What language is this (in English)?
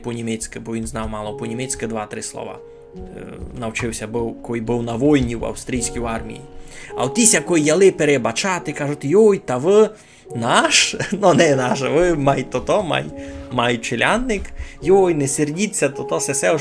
Rusyn